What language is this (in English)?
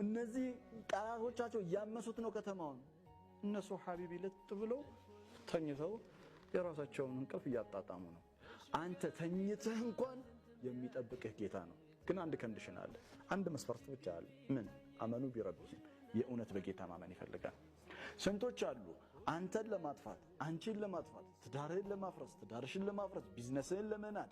Amharic